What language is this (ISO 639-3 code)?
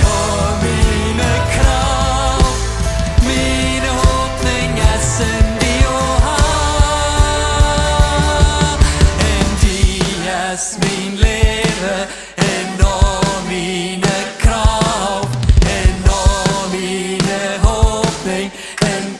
pdt